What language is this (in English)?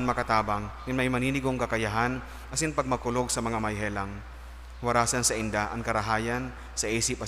Bikol